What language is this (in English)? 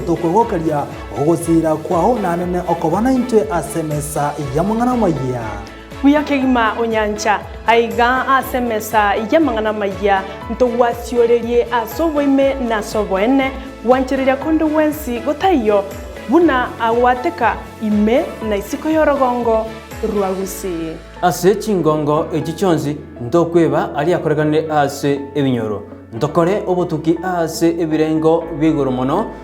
Gusii